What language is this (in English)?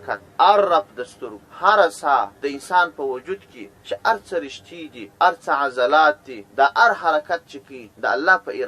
Pashto